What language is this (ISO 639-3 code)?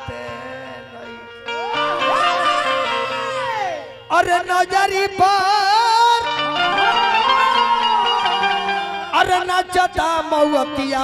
bho